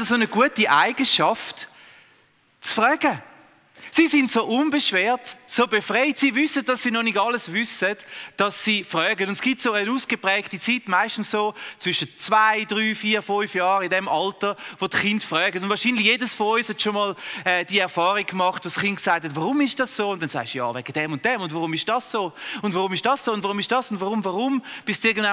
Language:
Swiss German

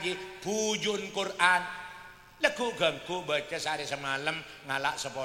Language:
Madurese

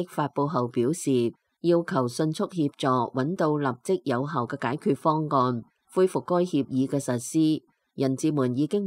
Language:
Cantonese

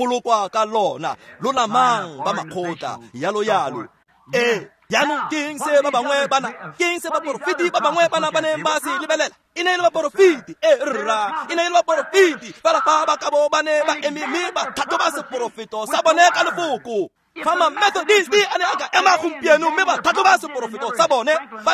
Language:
Tswana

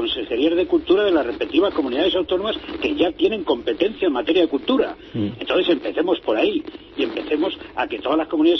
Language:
Spanish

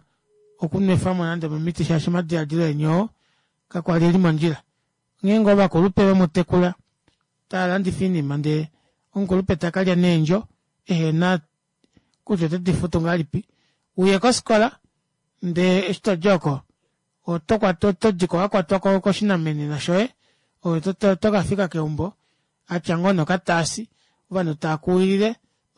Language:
Kuanyama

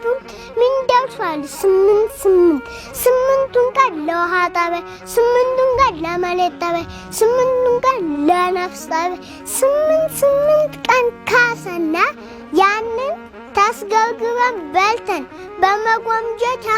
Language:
Amharic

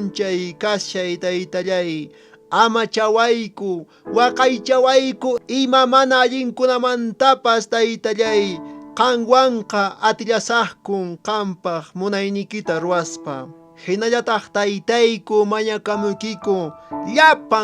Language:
Quechua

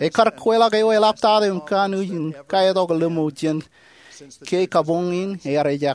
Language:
Marshallese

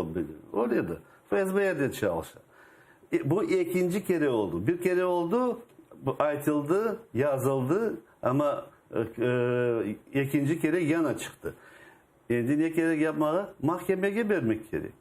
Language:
Crimean Tatar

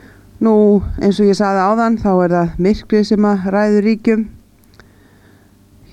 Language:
Icelandic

